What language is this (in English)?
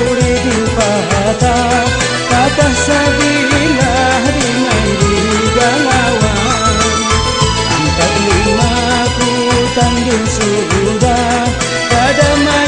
Banjar